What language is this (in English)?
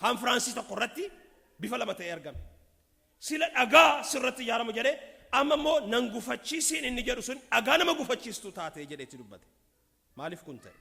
Oromo